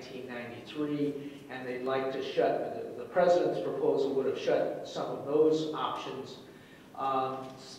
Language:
English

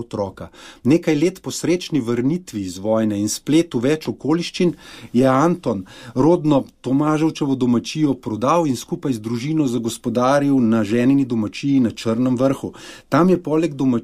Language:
Slovenian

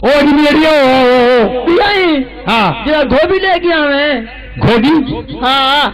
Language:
Saraiki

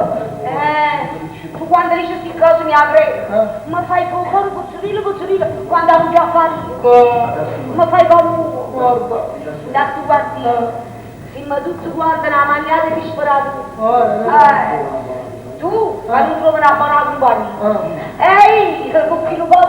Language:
Neapolitan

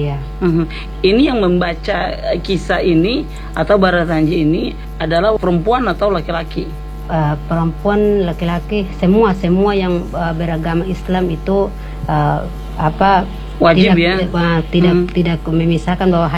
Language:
Indonesian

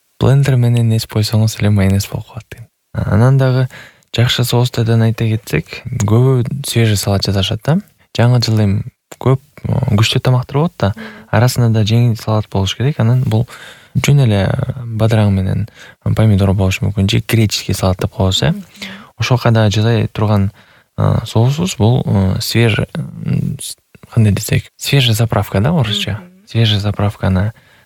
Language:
Kyrgyz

